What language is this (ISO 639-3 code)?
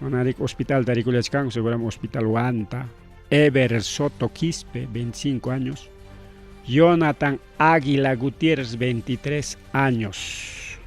quy